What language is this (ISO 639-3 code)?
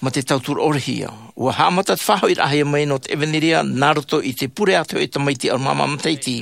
tah